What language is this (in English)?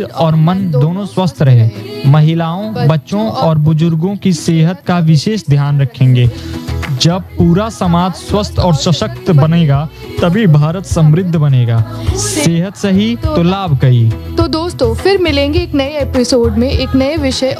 Hindi